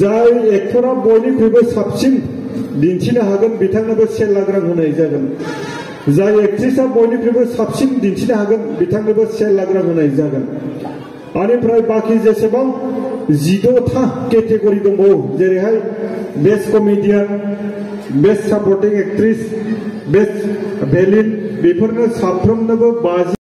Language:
Bodo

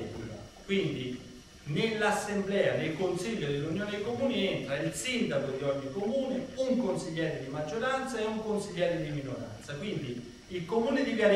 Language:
Italian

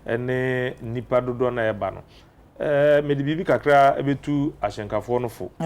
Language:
Akan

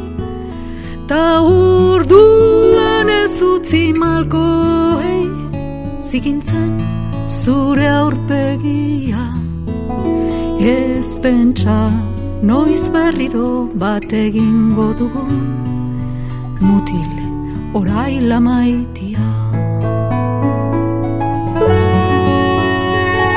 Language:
Basque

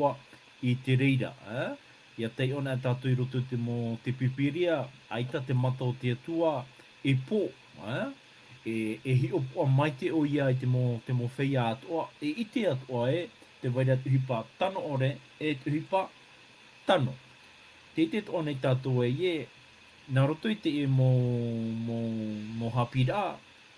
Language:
Tahitian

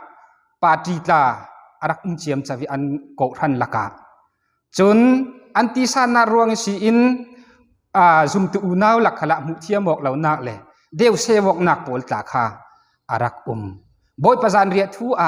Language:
Falam Chin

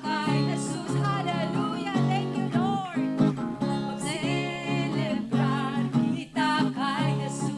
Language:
Hiligaynon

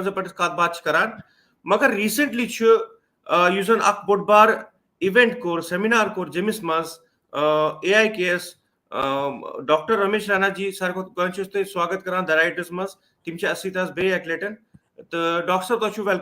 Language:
Kashmiri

